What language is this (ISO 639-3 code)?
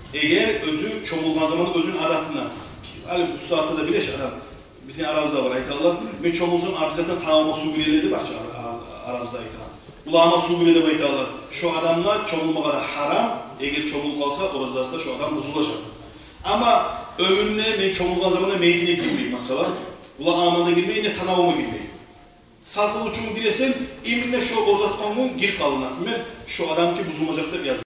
kum